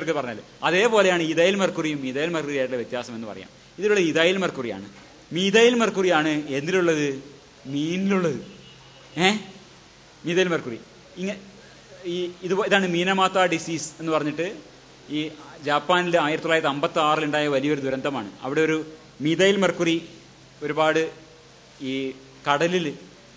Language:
Malayalam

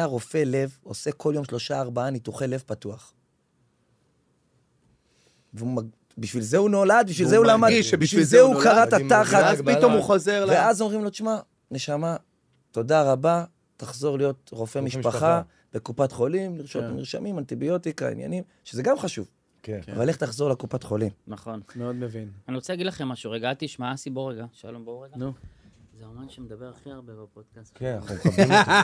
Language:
Hebrew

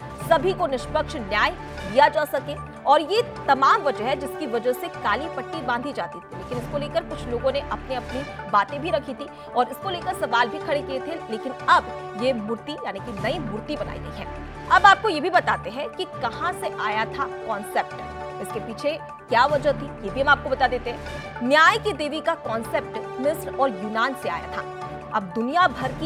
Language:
Hindi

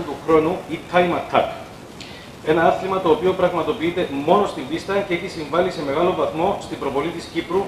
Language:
Greek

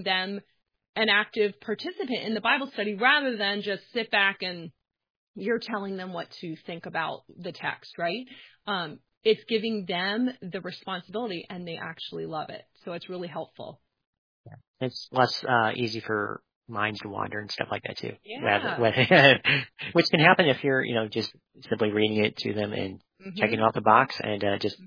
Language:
English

